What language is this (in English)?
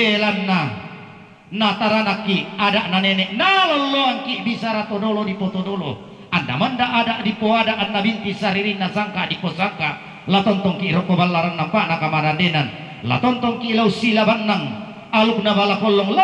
Toraja-Sa'dan